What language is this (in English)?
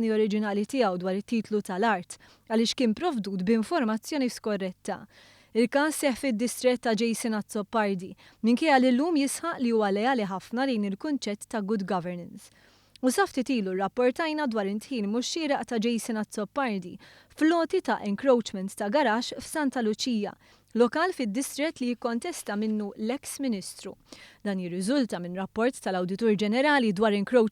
Maltese